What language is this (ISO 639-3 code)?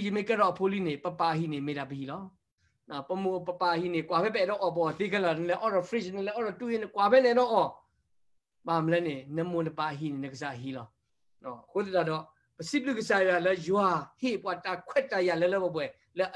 ksw